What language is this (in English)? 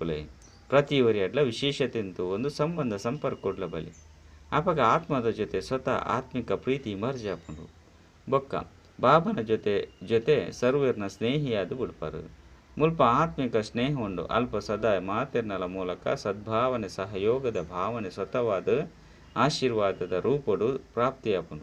Tulu